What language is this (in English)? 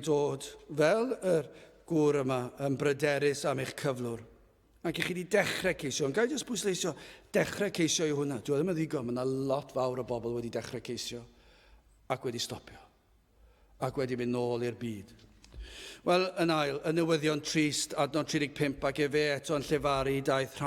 Welsh